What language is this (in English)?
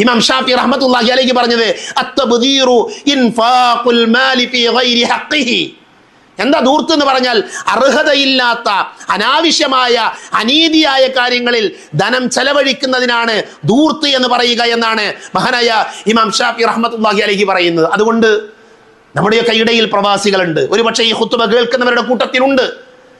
Malayalam